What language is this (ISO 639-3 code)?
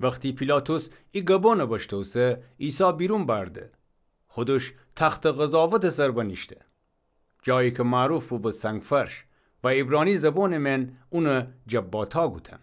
glk